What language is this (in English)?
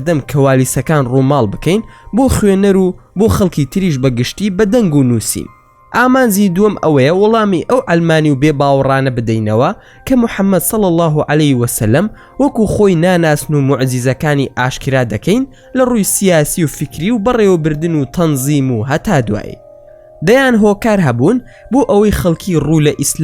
Central Kurdish